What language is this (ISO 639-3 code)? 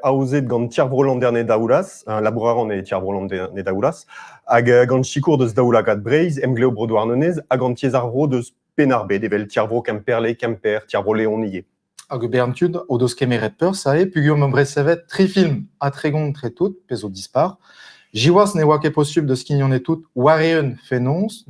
bre